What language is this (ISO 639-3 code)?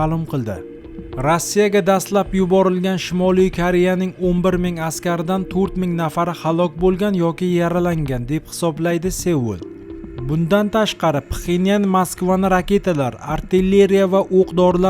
uzb